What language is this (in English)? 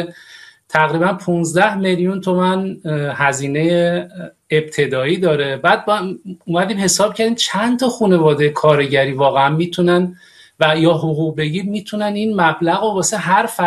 Persian